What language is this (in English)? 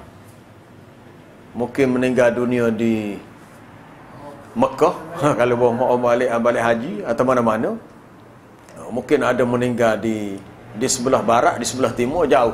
Malay